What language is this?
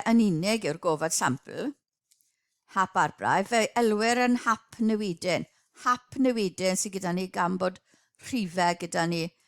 Welsh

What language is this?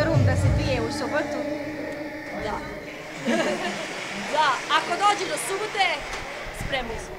Serbian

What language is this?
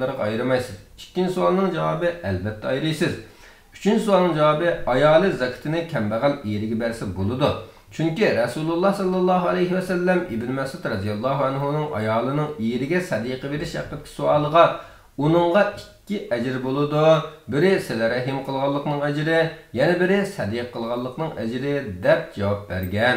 Uyghur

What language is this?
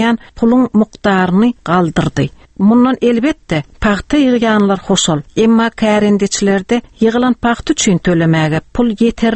Turkmen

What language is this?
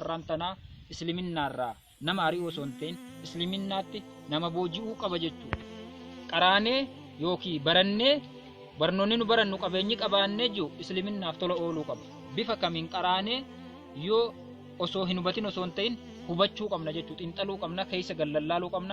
Oromo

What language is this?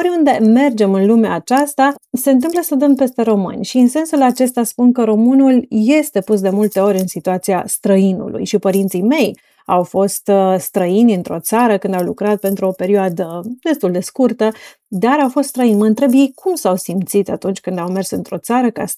Romanian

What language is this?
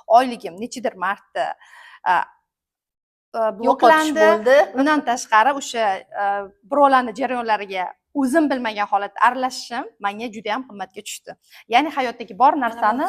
Uzbek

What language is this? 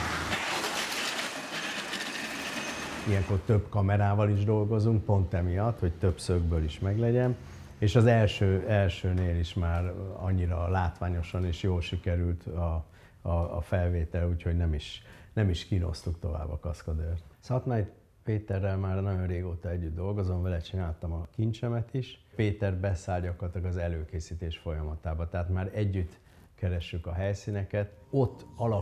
Hungarian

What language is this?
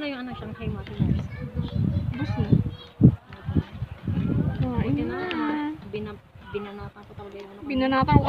Filipino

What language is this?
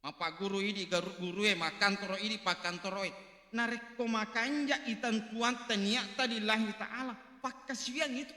Buginese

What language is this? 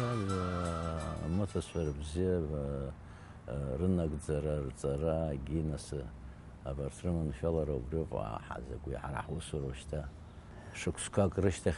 Abkhazian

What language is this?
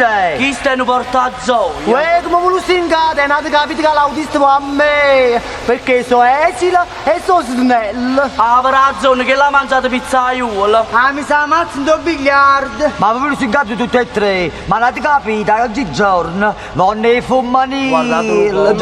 Neapolitan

